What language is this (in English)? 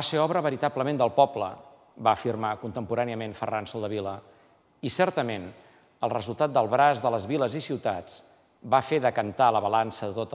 Catalan